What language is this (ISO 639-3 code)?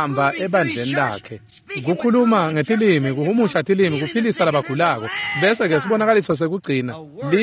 ssw